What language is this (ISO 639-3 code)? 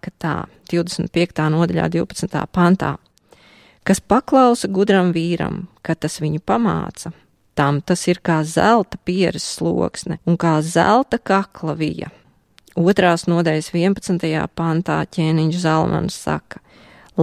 lav